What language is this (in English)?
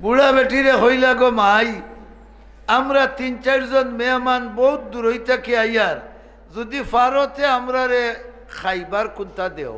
Sylheti